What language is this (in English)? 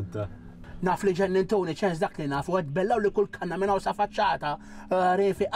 Maltese